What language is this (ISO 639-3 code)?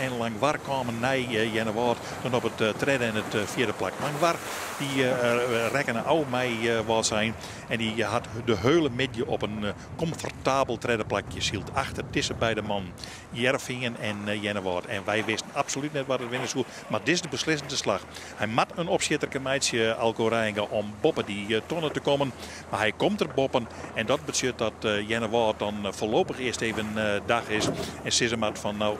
fry